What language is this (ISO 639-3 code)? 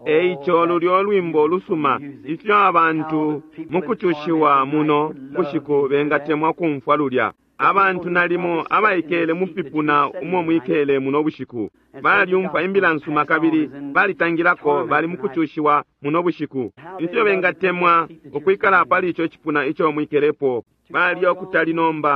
bem